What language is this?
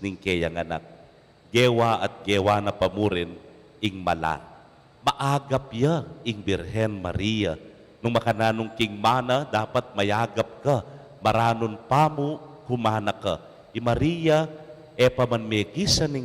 Pampanga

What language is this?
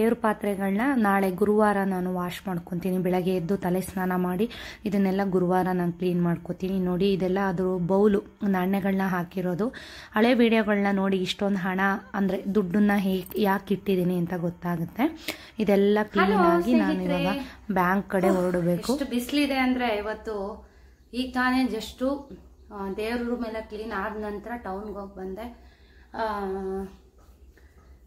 Kannada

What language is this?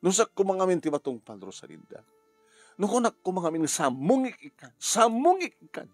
Iloko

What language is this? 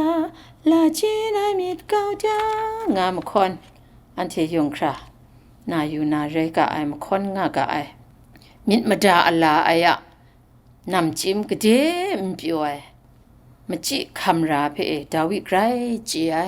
Kachin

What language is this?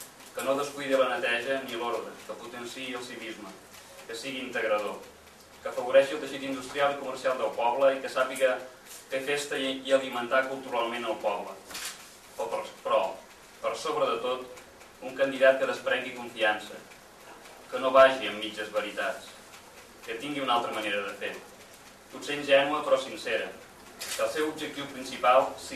Catalan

